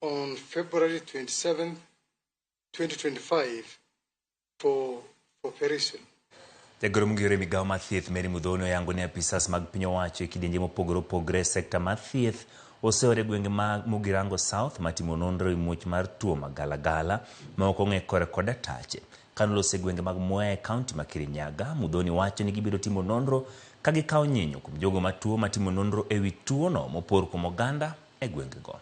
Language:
Luo (Kenya and Tanzania)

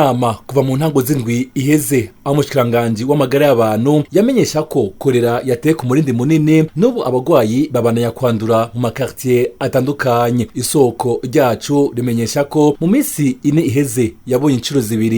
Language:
Rundi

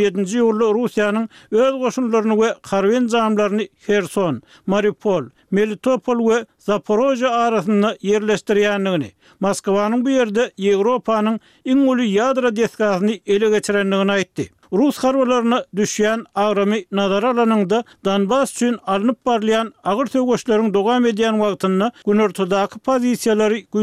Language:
Turkmen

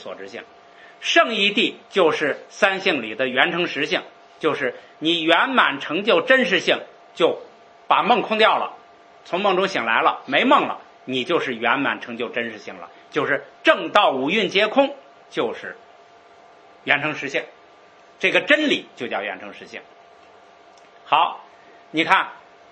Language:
Chinese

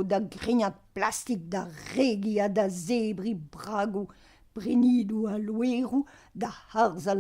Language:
Breton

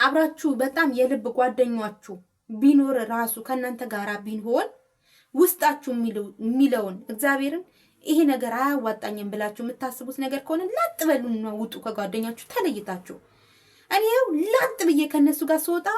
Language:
Amharic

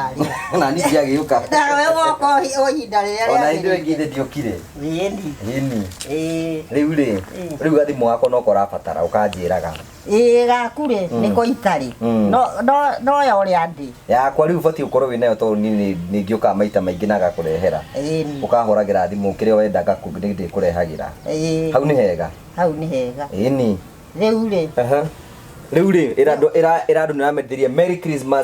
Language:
Kikuyu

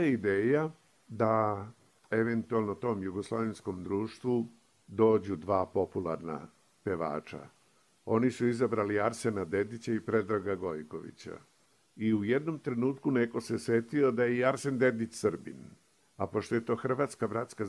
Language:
Serbian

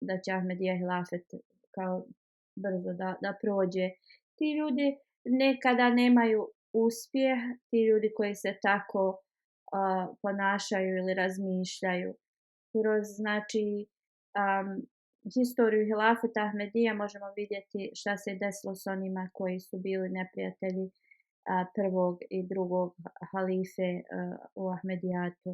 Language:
Bosnian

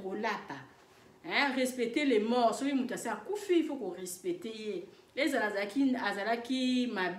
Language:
Lingala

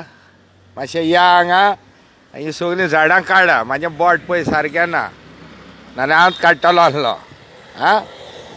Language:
Konkani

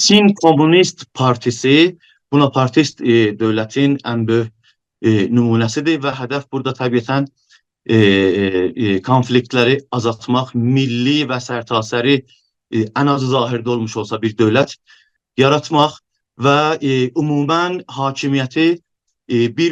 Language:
South Azerbaijani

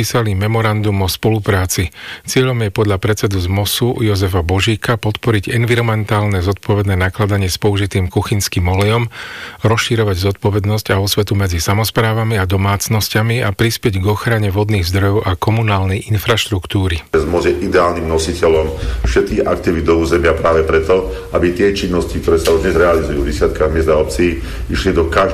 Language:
Slovak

